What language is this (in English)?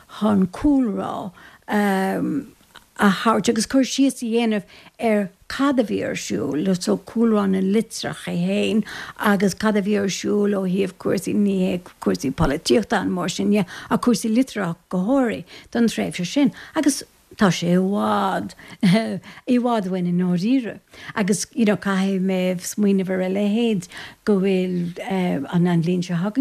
Irish